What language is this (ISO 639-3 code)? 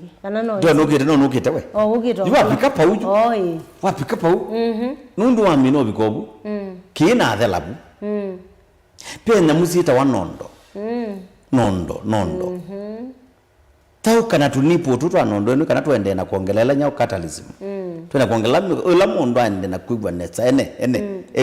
kam